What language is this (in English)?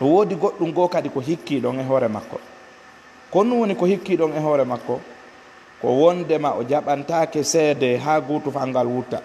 Fula